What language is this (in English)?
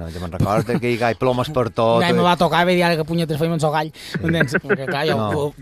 Catalan